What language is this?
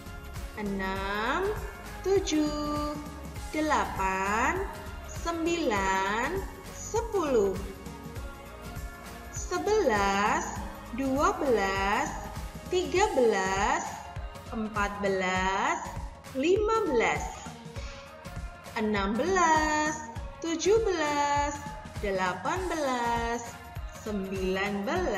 Indonesian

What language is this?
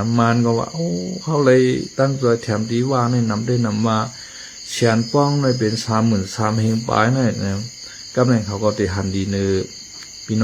Shan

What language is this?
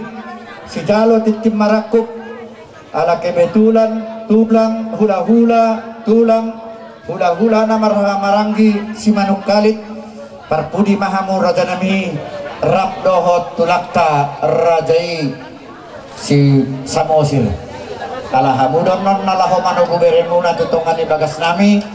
Batak Toba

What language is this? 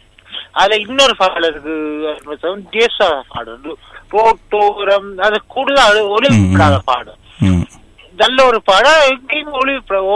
Tamil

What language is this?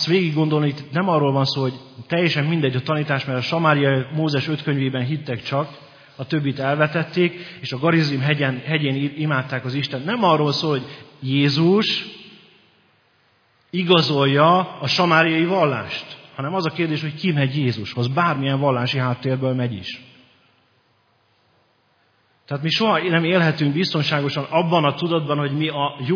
Hungarian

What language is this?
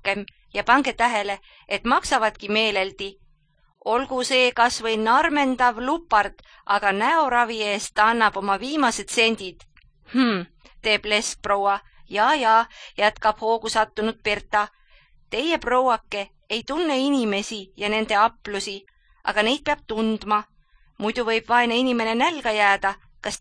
Estonian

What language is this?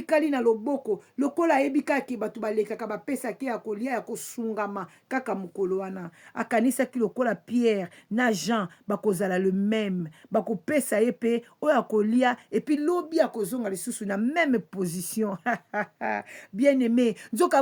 Lingala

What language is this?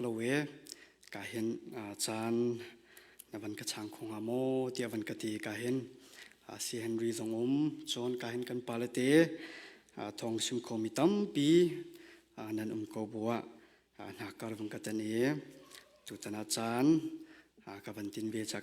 Hakha Chin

